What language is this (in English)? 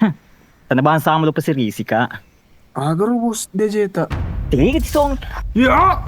Buginese